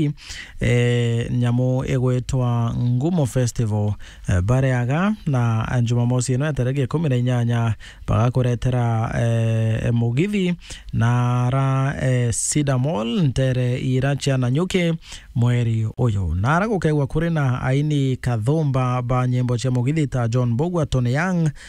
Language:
Meru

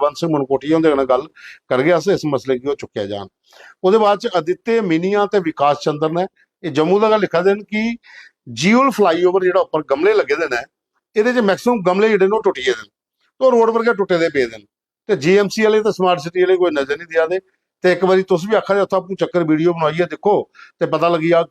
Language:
Dogri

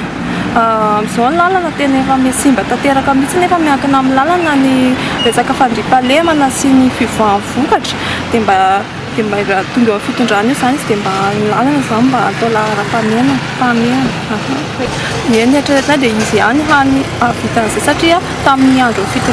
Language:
Malagasy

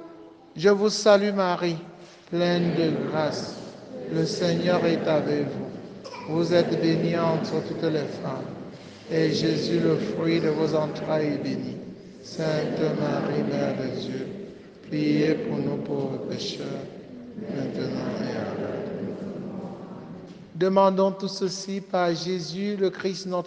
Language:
French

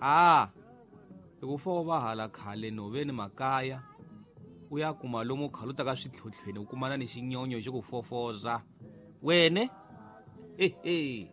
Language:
Tsonga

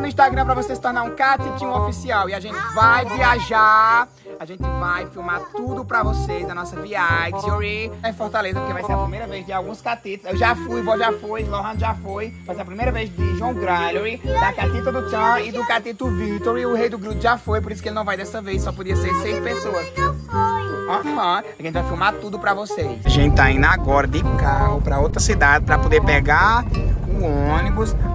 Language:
Portuguese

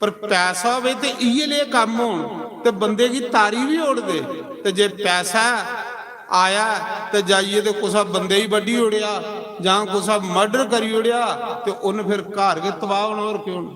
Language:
Dogri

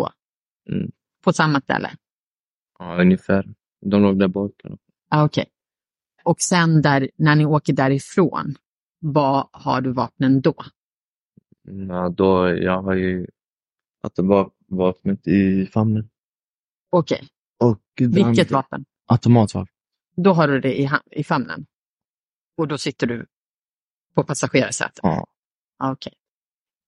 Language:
Swedish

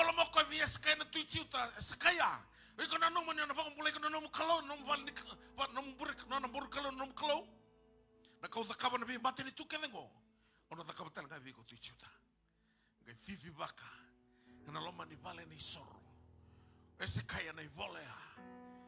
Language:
Fijian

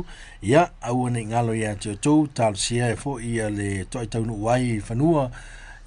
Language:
Samoan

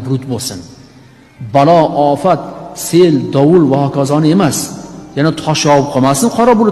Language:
Uzbek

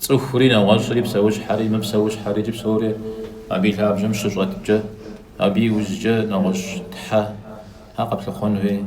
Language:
Kabardian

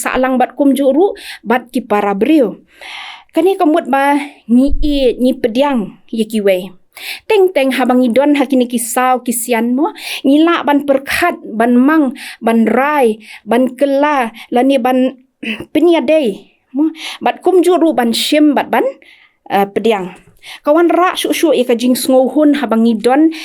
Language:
Khasi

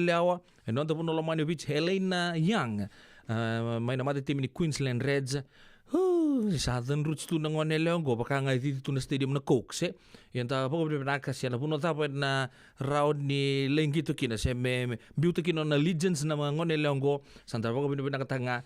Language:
Fijian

